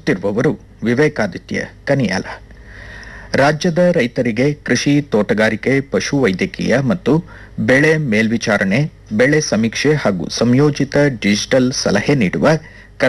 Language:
Kannada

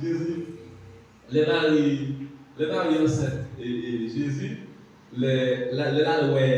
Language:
Haitian Creole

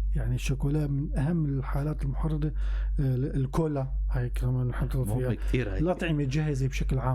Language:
North Levantine Arabic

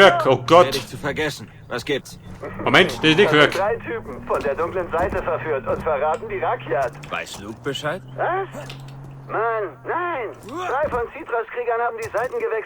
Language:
Bavarian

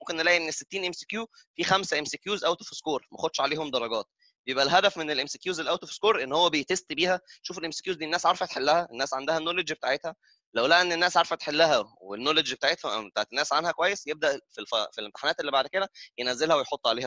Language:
Egyptian Arabic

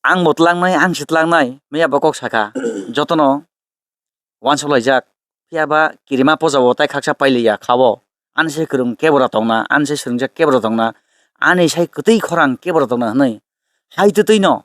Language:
Kok Borok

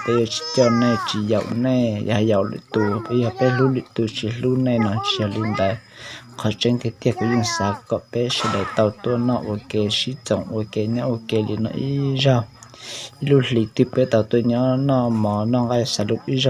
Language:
Hmong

